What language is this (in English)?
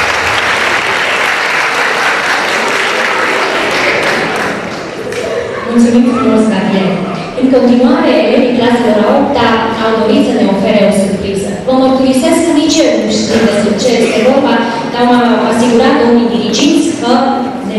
Romanian